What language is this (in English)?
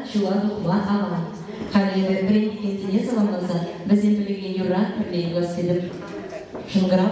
Chuvash